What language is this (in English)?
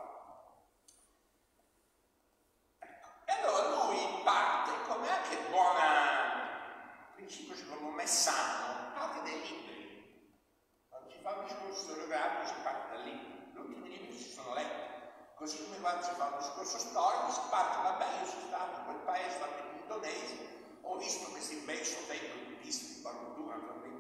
Italian